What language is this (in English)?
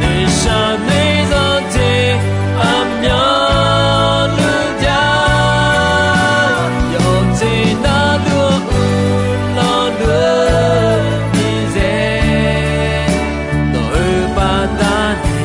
Akha